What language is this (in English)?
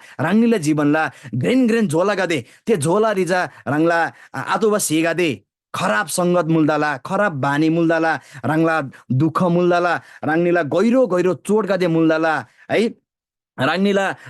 Eastern Tamang